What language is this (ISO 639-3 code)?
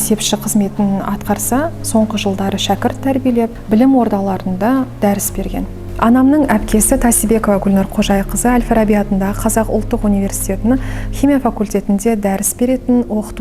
kaz